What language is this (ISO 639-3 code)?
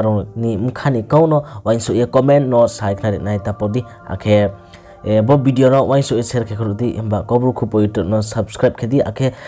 ria